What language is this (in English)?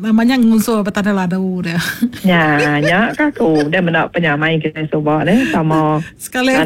Iban